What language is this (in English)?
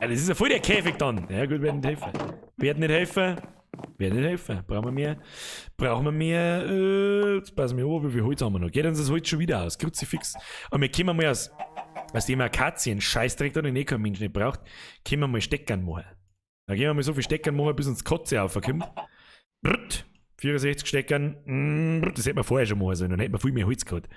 Bavarian